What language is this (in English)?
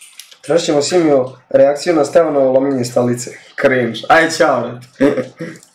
Croatian